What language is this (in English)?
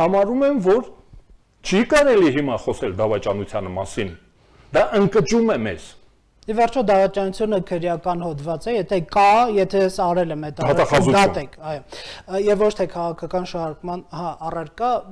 Armenian